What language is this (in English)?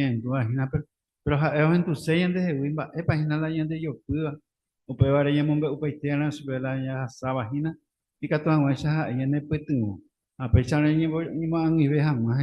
Guarani